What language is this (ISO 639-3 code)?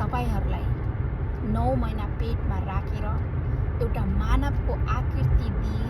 nep